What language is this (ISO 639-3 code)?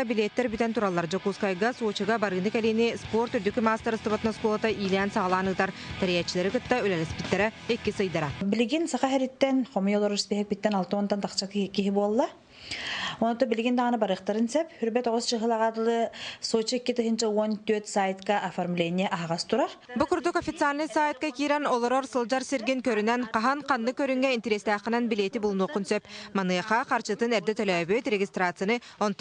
sah